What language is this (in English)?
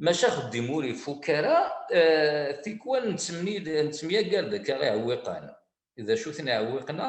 Kabyle